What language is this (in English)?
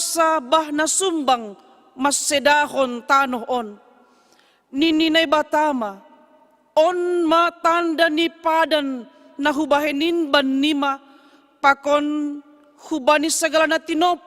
Batak Simalungun